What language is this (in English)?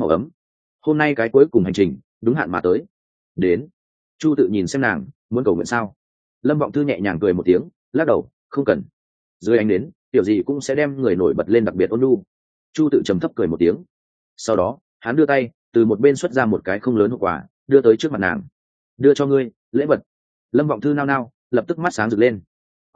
Vietnamese